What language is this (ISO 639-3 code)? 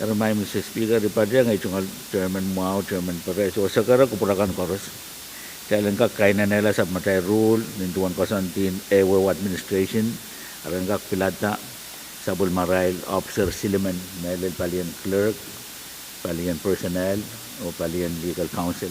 pon